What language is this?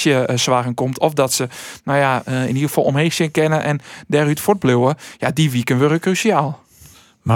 Western Frisian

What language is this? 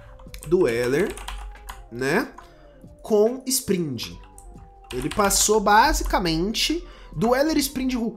Portuguese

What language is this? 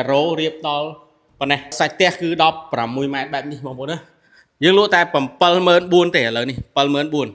Khmer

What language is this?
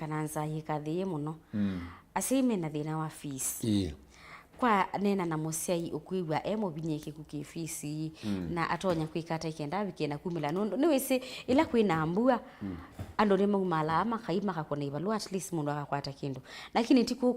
Kamba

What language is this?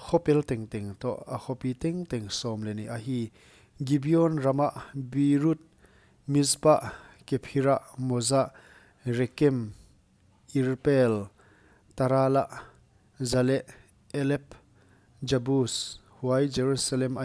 Paite Chin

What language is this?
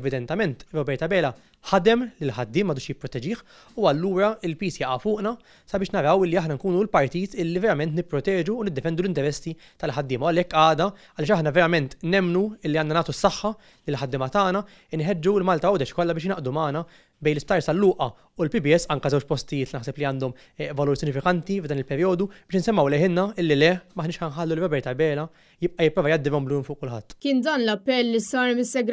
Maltese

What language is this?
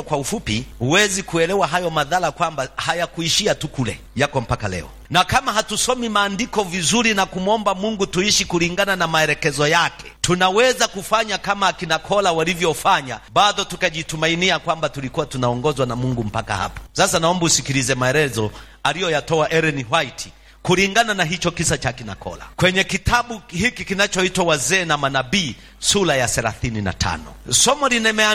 Swahili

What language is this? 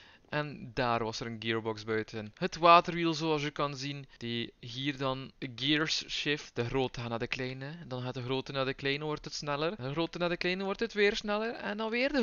Dutch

